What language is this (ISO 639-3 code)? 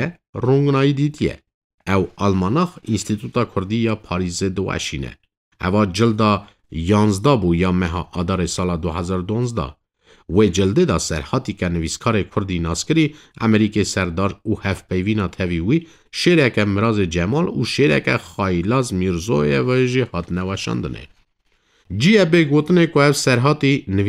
kur